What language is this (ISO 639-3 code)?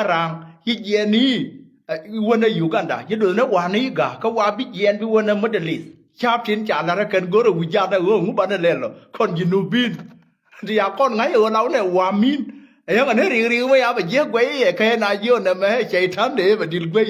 nus